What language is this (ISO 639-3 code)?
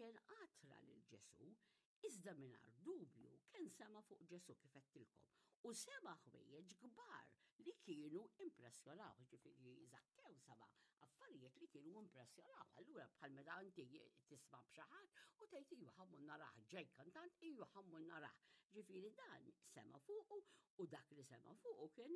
mlt